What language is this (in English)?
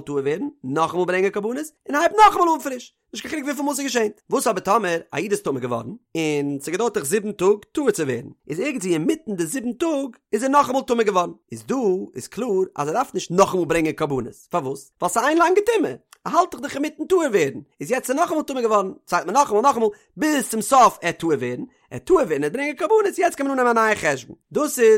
Yiddish